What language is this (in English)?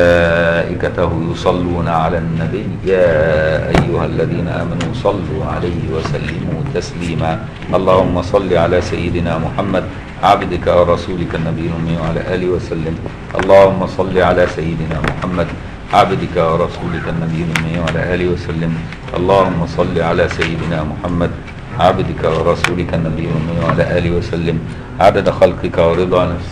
Arabic